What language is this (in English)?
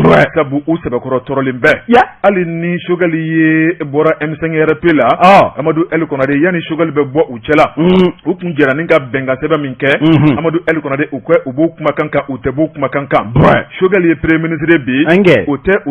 Bambara